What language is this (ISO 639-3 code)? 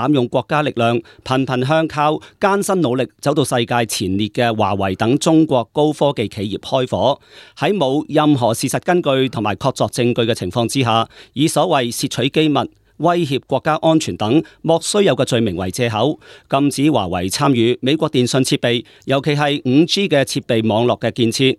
yue